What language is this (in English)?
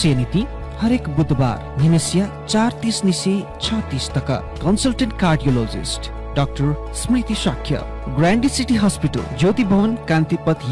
Newari